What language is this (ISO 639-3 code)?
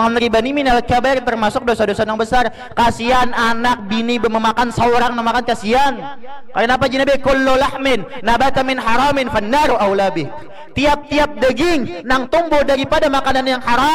bjn